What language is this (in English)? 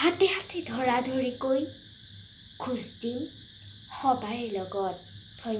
Assamese